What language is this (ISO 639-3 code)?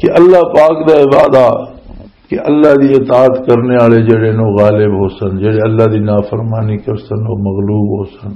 lah